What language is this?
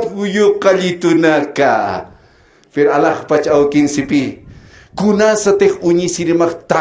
Aymara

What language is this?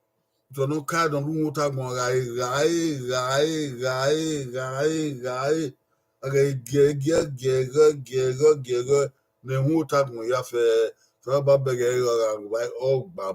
Bini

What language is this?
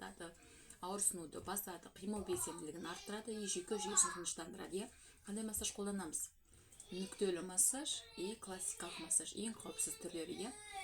Kazakh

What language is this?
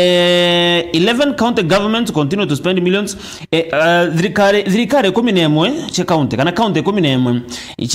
Meru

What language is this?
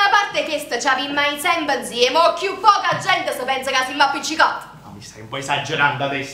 Neapolitan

